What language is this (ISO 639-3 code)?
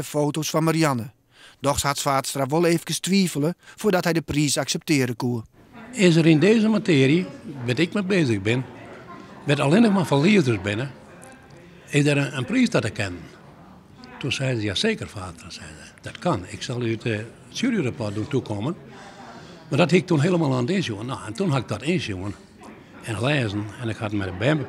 fry